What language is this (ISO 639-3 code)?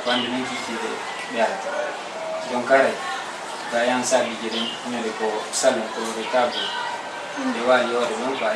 ful